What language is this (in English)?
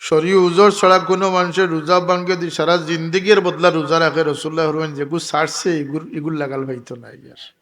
Sylheti